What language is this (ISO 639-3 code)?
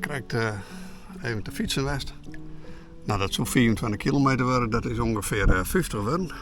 fry